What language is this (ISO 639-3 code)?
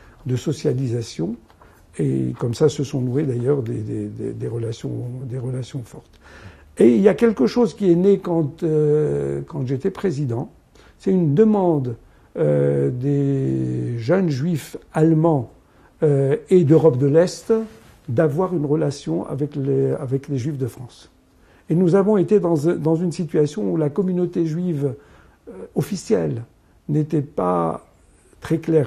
fra